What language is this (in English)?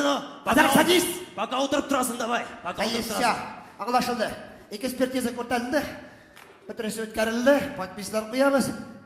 Tatar